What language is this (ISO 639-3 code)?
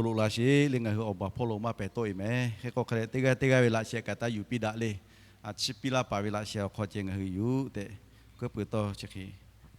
lhu